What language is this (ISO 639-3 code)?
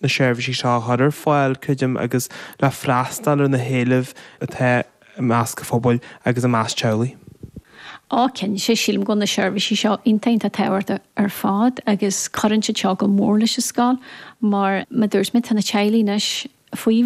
gle